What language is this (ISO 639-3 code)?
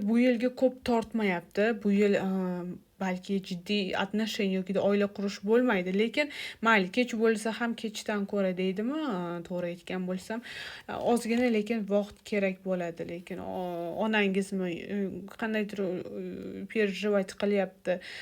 uzb